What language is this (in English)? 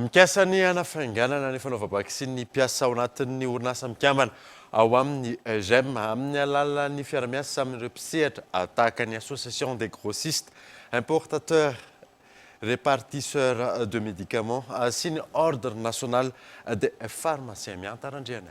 Malagasy